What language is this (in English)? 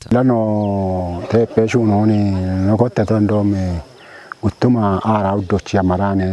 Kafa